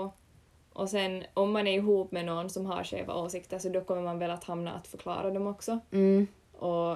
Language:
Swedish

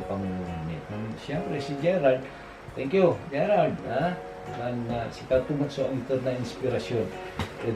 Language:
Pangasinan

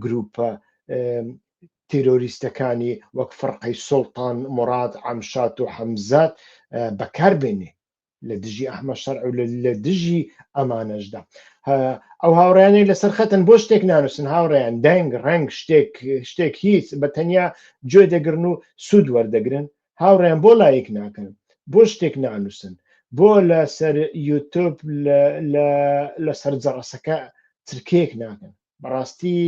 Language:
Central Kurdish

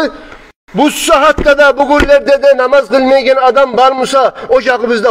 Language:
Kumyk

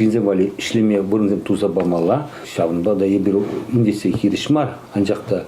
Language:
Chuvash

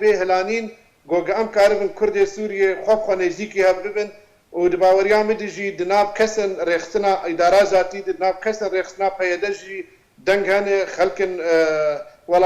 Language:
Kurdish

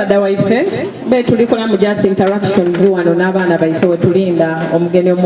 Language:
Soga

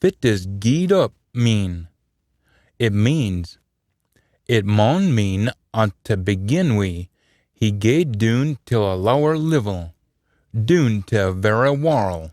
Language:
Scots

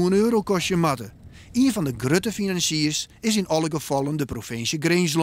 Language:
Western Frisian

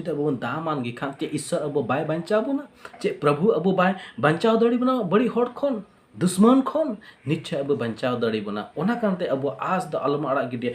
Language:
Santali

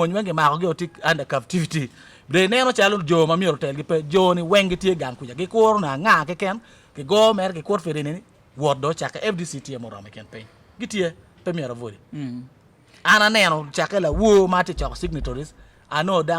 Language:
Acoli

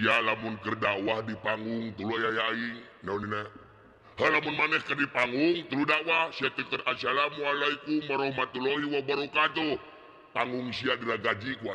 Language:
Sundanese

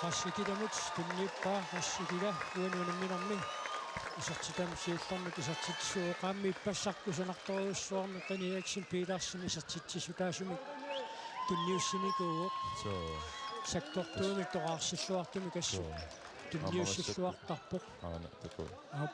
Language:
Kalaallisut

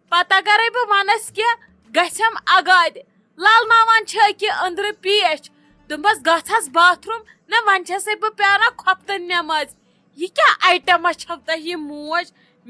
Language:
Kashmiri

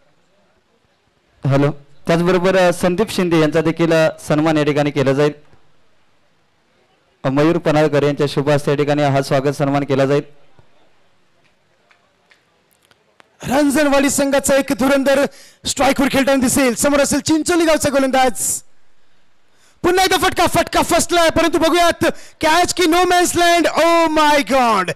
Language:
Marathi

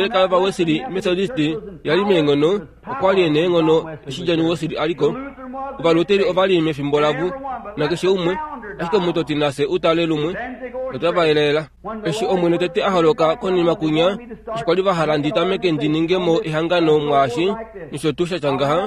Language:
Kuanyama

